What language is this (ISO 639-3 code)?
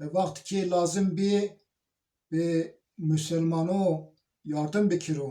zza